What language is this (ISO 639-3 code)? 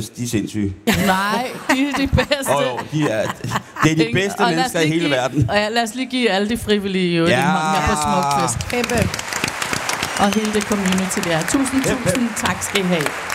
dan